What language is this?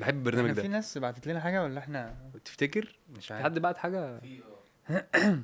Egyptian Arabic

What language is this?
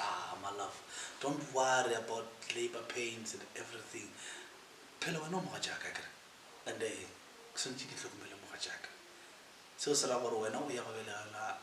Northern Sotho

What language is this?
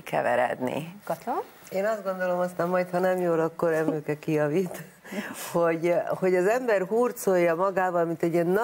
Hungarian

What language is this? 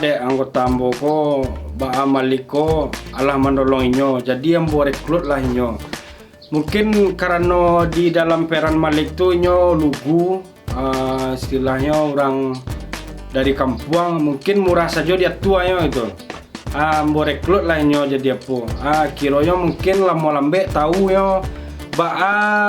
Minangkabau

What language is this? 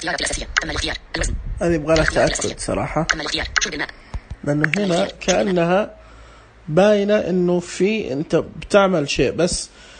Najdi Arabic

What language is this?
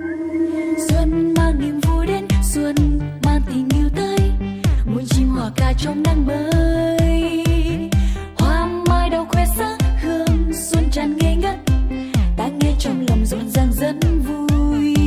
Vietnamese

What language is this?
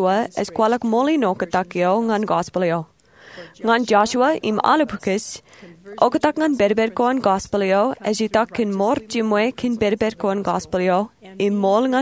Marshallese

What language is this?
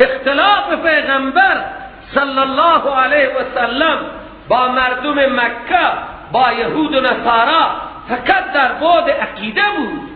Persian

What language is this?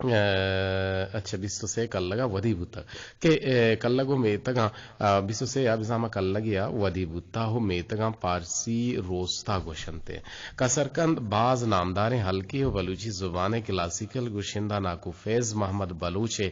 Eastern Balochi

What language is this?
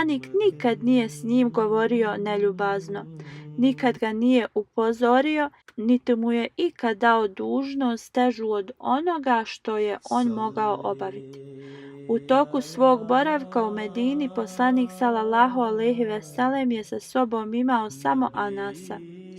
Bosnian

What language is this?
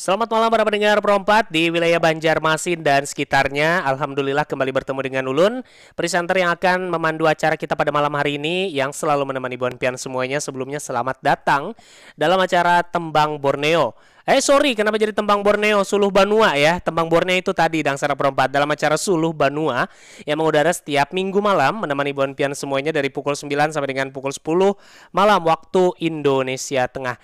Banjar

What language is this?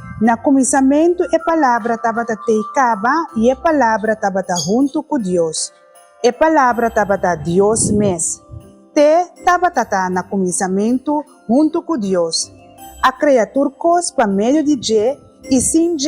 Papiamento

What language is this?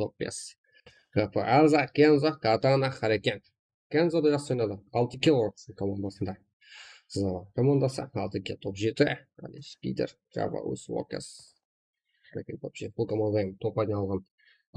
Kara-Kalpak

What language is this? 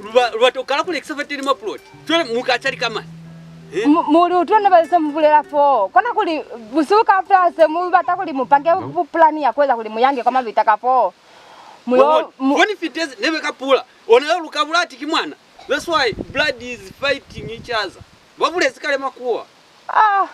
Lozi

